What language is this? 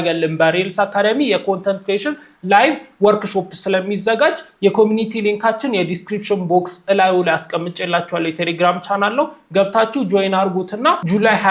Amharic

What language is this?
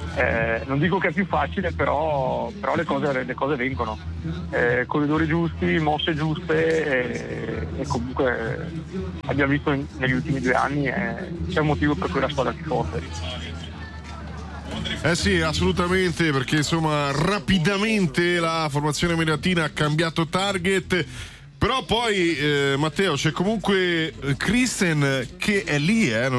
Italian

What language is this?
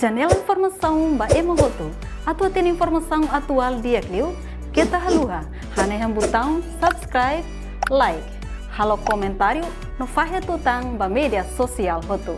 Tetum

